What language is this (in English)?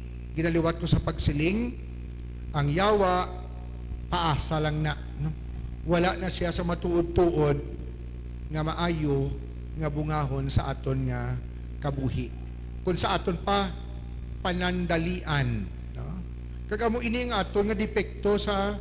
Hiligaynon